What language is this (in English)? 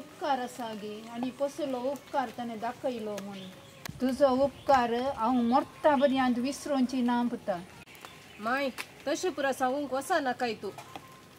Konkani